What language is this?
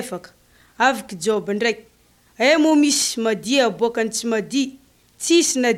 Malagasy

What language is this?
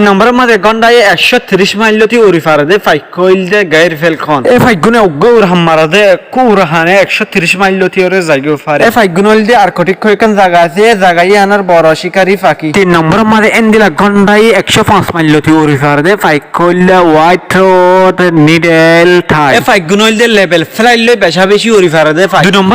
Rohingya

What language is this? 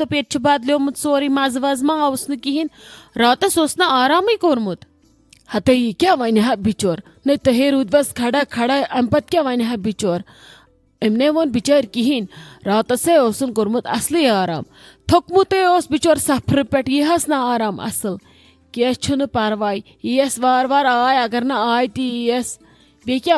Kashmiri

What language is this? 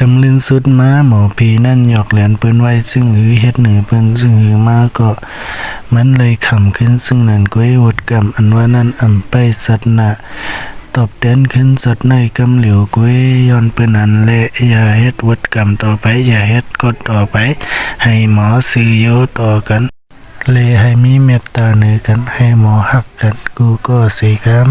Shan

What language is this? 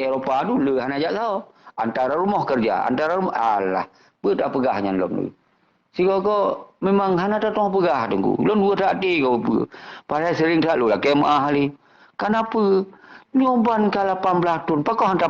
Achinese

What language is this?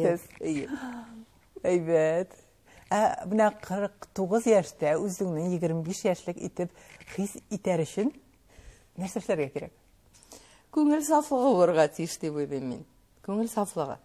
Tatar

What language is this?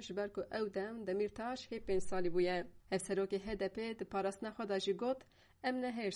Kurdish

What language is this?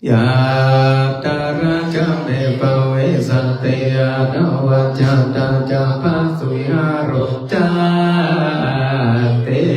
Pali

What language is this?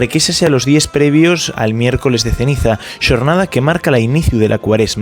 Asturian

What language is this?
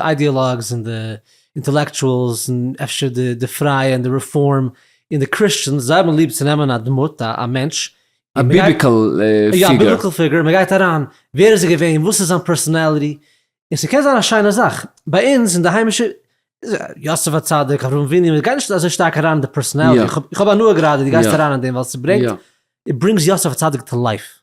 Yiddish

